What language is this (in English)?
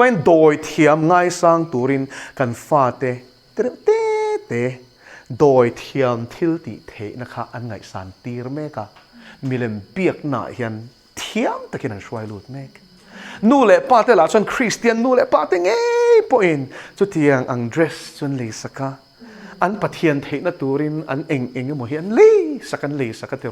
Mizo